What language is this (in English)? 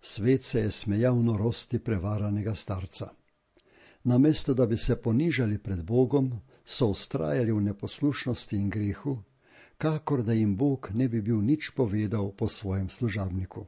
Slovenian